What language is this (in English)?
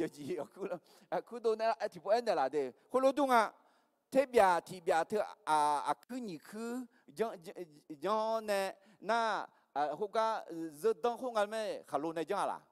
Akha